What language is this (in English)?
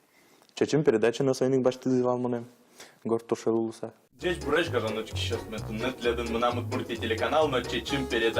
Udmurt